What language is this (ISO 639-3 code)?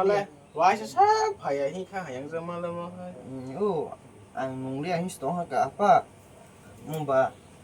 trp